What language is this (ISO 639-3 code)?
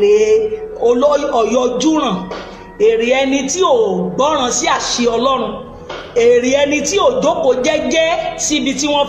yor